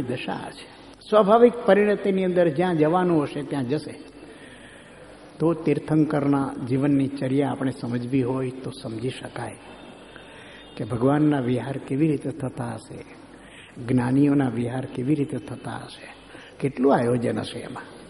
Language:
Gujarati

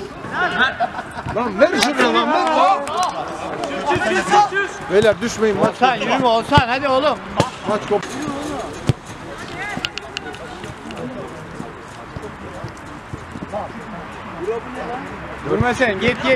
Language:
Turkish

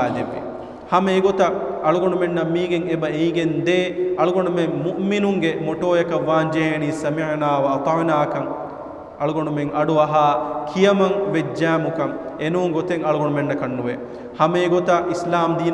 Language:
Divehi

